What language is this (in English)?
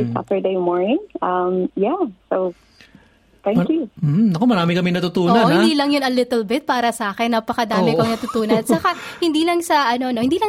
Filipino